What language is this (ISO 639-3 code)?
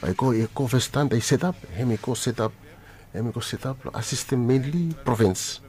bis